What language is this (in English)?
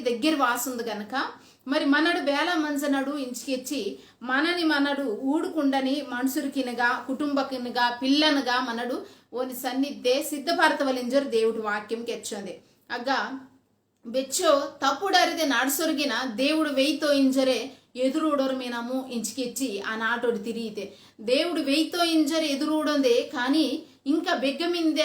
Koya